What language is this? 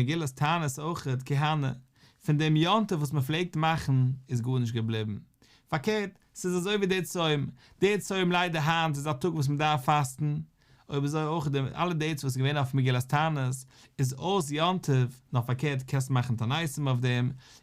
Yiddish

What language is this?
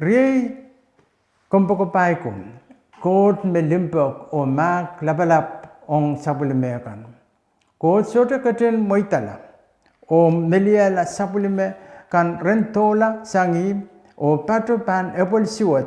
Pohnpeian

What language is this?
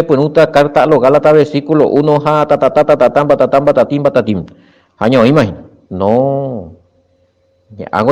Guarani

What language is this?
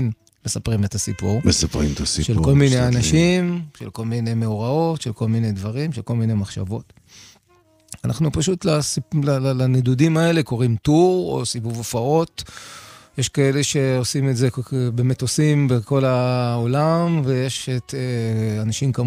Hebrew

